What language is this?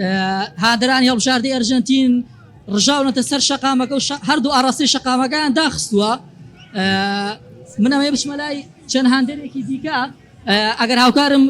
Central Kurdish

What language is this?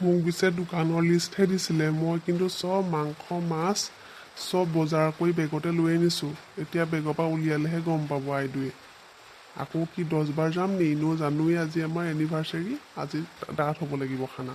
Assamese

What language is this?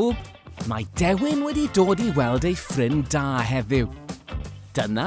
Welsh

